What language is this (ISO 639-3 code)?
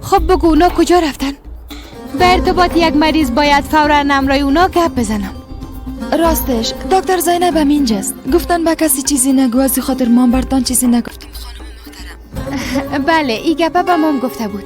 fas